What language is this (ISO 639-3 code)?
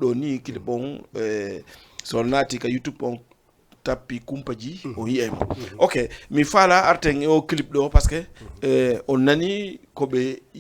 ful